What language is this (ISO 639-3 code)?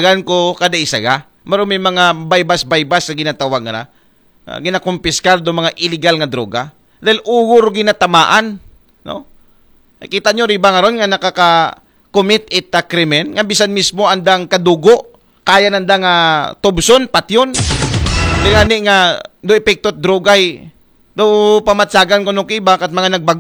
akl